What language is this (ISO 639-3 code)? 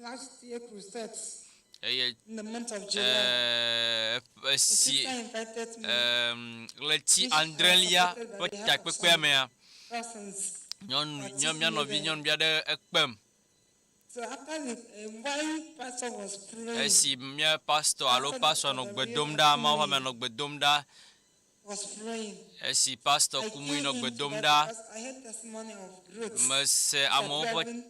ewe